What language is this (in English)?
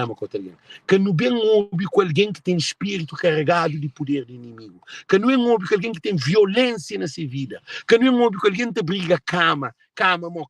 Kabuverdianu